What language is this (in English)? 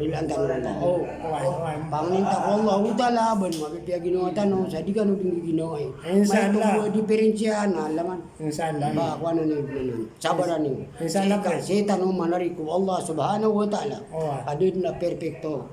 Maranao